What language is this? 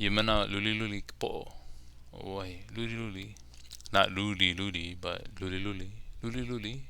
Hawaiian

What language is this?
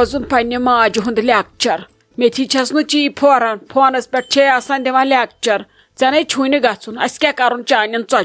Kashmiri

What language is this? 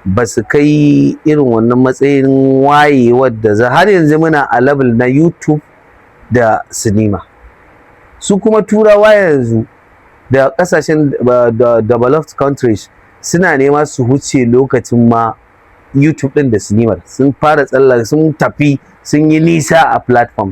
Hausa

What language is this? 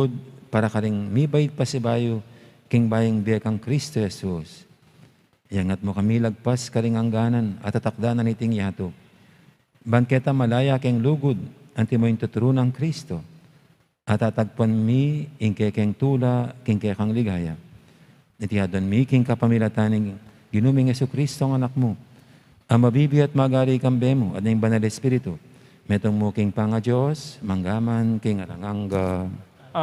Pampanga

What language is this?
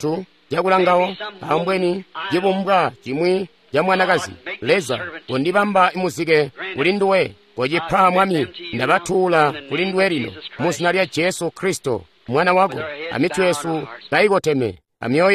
Tonga (Zambia)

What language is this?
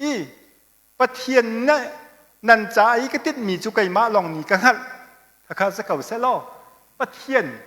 Hakha Chin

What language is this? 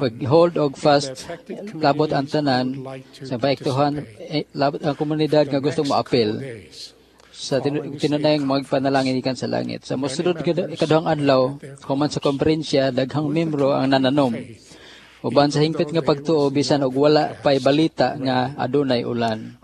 Cebuano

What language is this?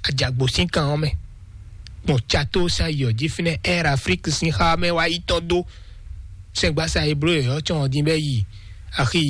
Fon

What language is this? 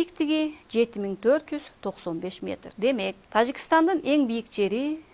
Kyrgyz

